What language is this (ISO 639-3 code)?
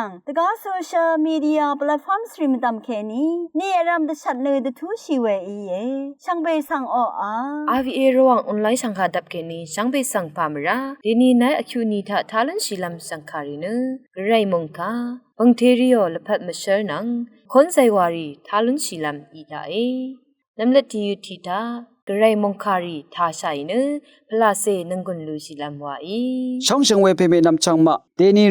raw